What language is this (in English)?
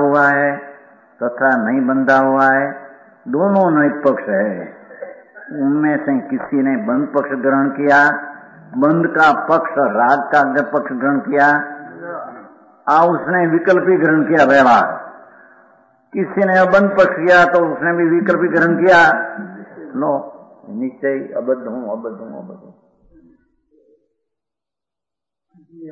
Hindi